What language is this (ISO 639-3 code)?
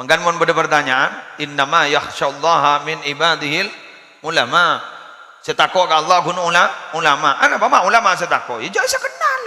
mad